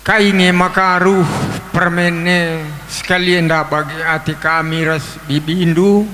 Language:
Batak Karo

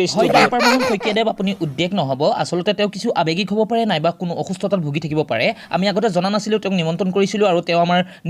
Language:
Assamese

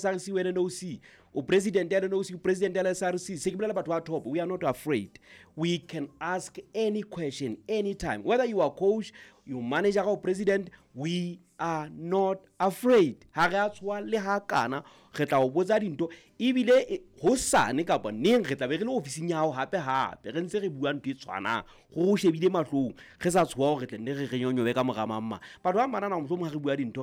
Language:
Southern Sotho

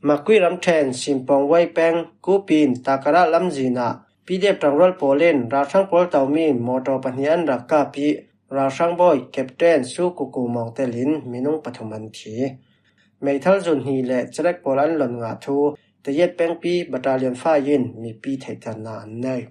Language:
Falam Chin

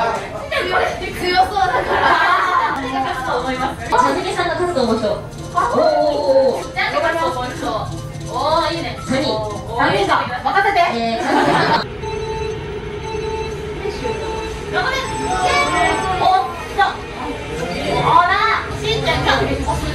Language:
Japanese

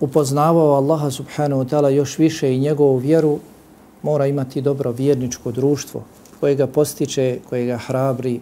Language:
Bosnian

